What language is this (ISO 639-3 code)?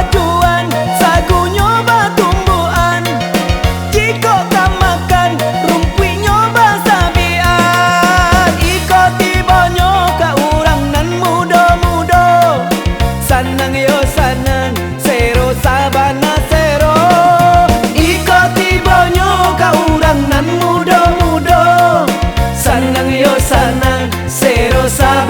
min